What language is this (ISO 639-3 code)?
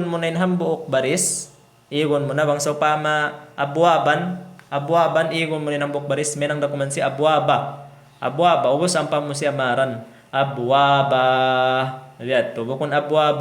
tsg